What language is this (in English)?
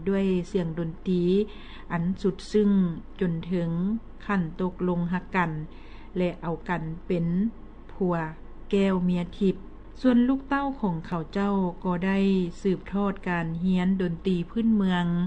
Lao